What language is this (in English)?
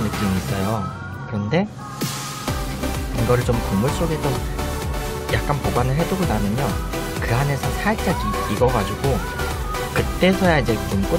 Korean